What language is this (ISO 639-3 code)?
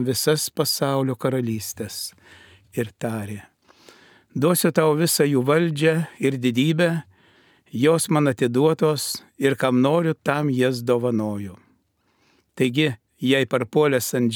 lit